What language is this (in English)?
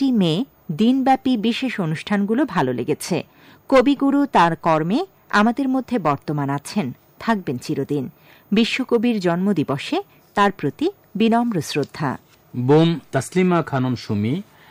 Bangla